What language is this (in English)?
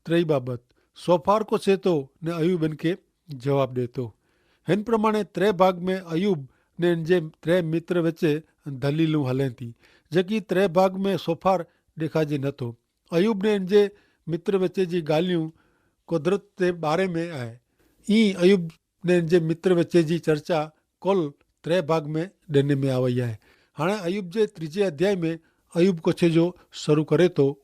Kachhi